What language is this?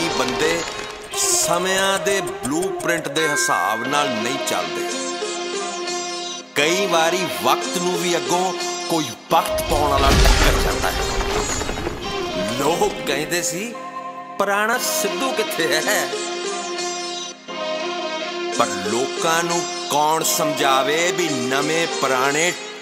Punjabi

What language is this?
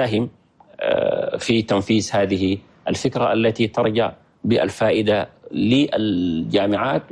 Chadian Arabic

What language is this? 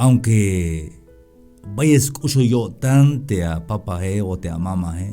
Tzeltal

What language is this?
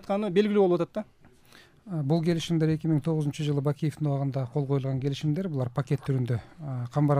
Kyrgyz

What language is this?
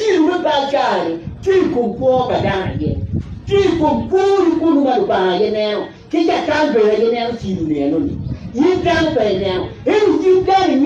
Acoli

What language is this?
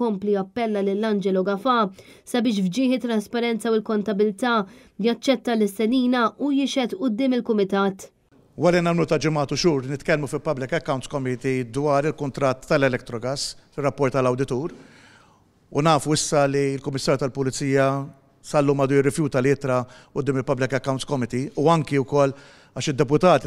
Maltese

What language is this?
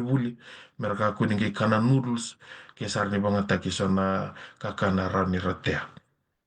Fijian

